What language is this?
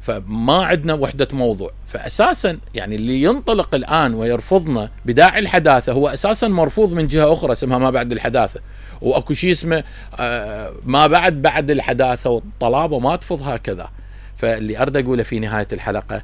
Mesopotamian Arabic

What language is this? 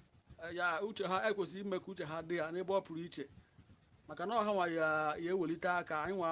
Igbo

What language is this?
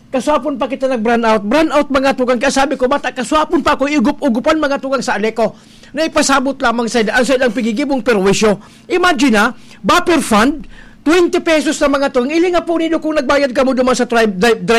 Bikol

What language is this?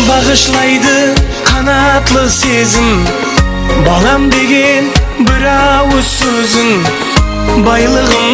Kara-Kalpak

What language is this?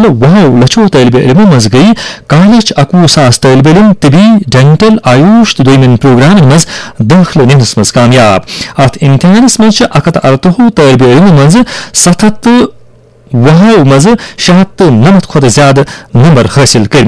Kashmiri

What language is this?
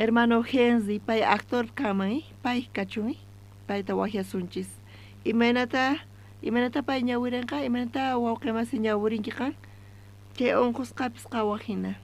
South Bolivian Quechua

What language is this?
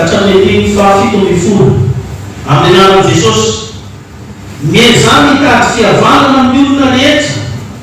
Malagasy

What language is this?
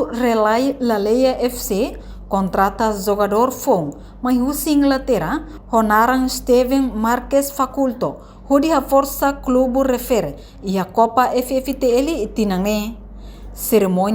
Tetum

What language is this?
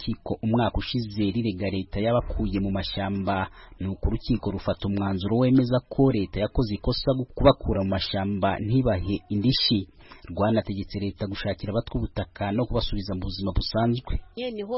Kinyarwanda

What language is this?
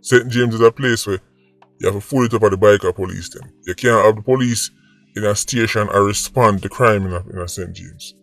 Jamaican Creole English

